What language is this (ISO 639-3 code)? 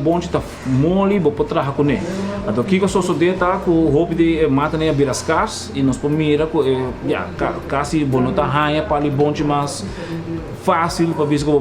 pap